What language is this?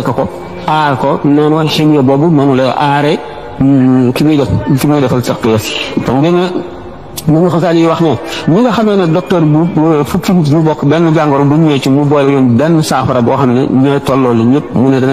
Wolof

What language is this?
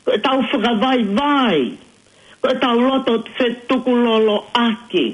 Tongan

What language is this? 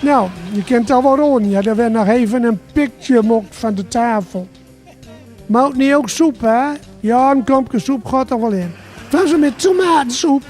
Gronings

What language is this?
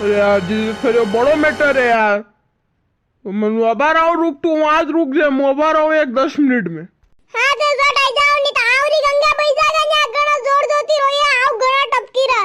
Rajasthani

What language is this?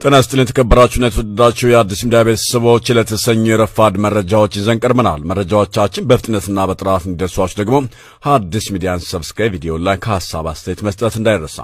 Amharic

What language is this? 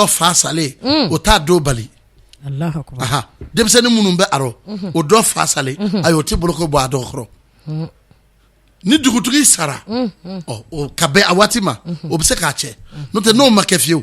Bambara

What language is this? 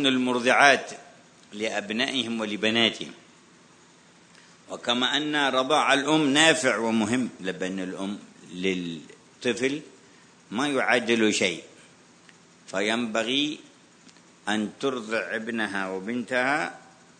Arabic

